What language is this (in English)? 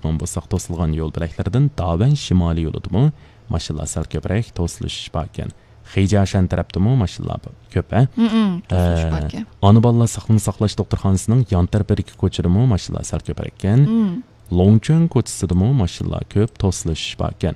Uyghur